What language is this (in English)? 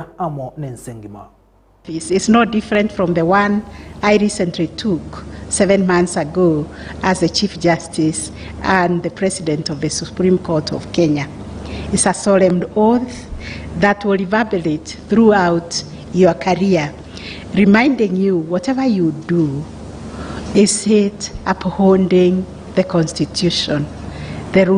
Gusii